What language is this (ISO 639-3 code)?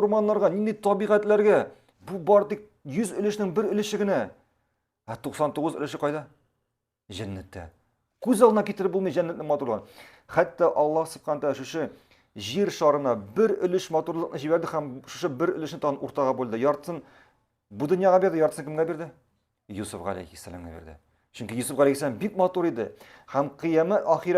tat